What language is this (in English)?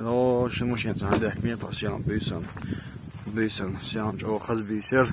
Chechen